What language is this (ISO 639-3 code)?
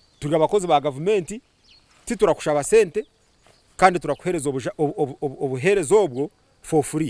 nyn